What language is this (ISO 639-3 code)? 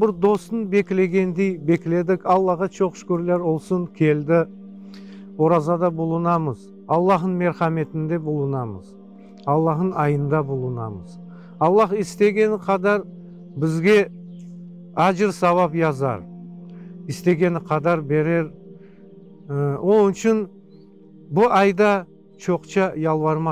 crh